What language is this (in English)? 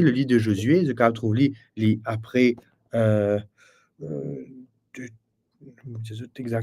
Morisyen